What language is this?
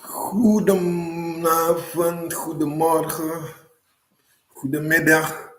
Sranan Tongo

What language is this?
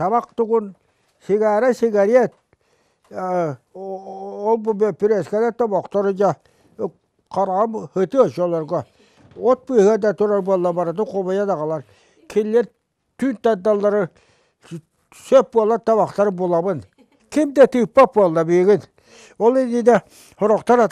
Yakut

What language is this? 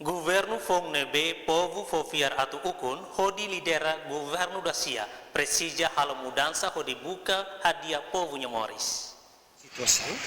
Tetum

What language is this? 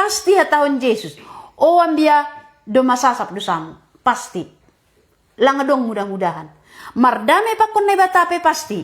Batak Simalungun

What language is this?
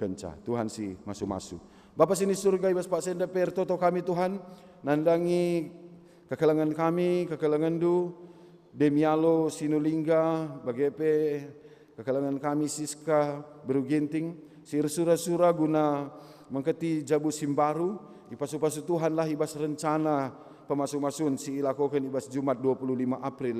Batak Karo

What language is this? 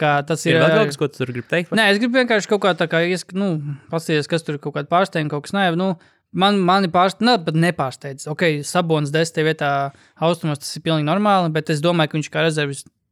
Latvian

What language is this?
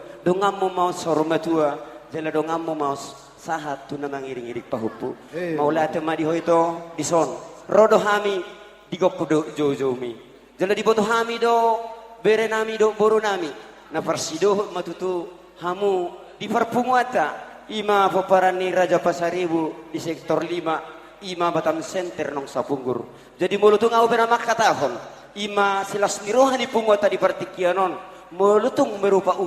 Batak Toba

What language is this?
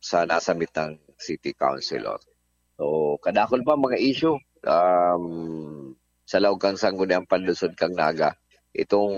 Bikol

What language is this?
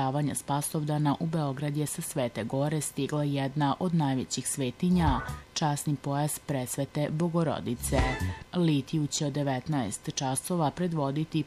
Serbian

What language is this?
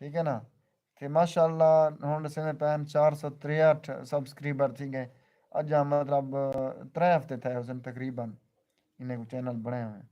Saraiki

